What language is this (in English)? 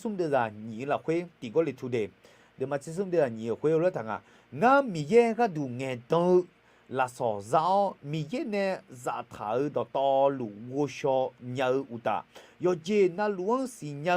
Akha